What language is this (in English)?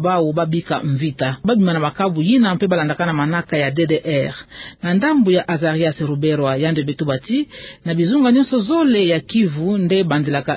Kituba (Democratic Republic of Congo)